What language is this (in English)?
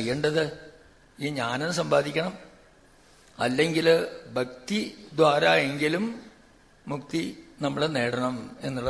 Malayalam